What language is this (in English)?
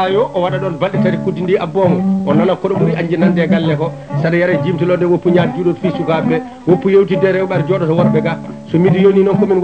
Fula